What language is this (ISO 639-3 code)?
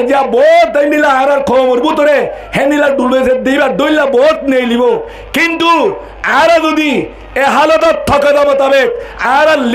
rhg